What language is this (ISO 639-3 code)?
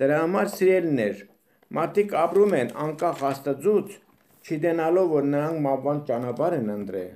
hye